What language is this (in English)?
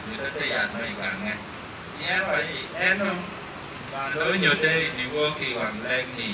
Acoli